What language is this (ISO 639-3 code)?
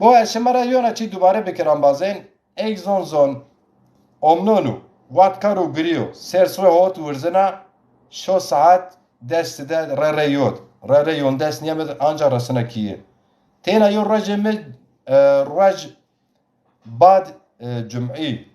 zza